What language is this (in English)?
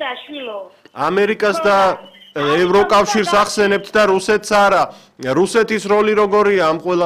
Georgian